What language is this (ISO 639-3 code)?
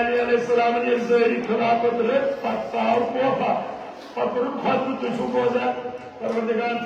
kas